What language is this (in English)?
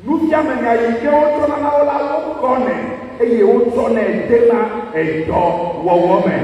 Ewe